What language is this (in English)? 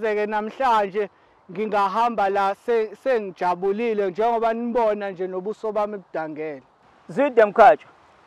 Zulu